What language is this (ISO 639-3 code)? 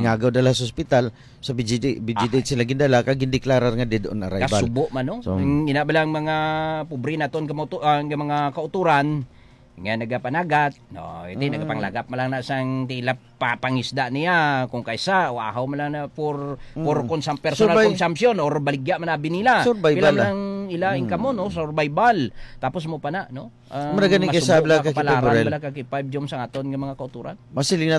hil